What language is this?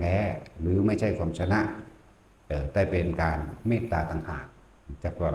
Northeastern Thai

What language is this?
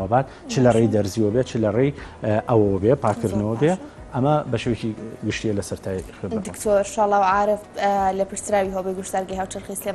Central Kurdish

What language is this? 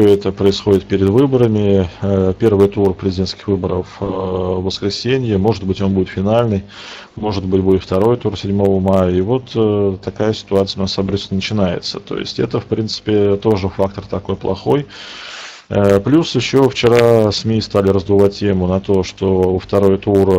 Russian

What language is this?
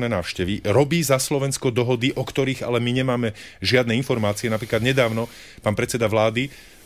Slovak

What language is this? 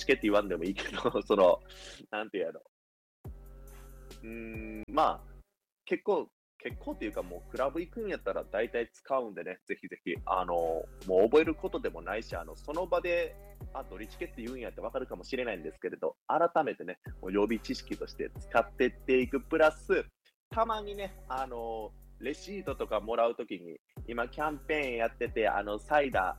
Japanese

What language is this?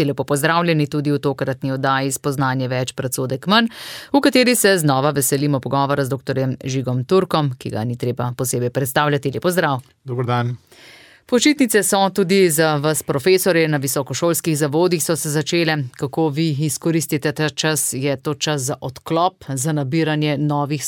Slovenian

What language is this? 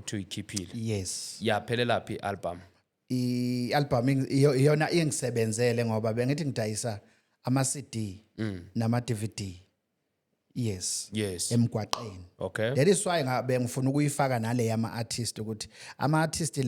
Zulu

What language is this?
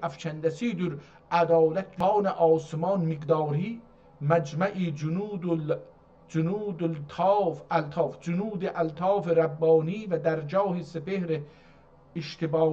South Azerbaijani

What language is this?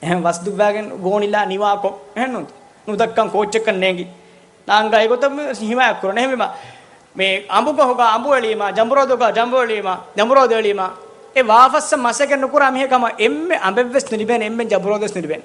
Divehi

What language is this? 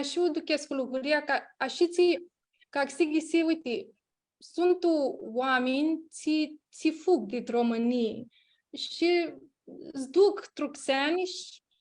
Aromanian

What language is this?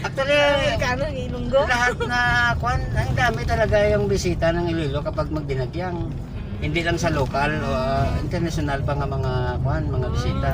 Hiligaynon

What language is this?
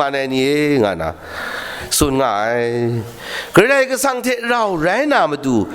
Kachin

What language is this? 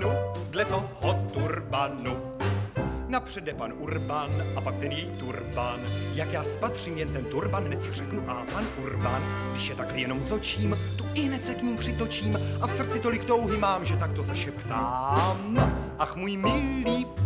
Czech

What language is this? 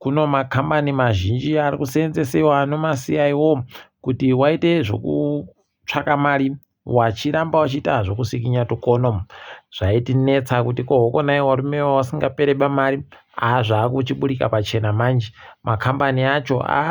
Ndau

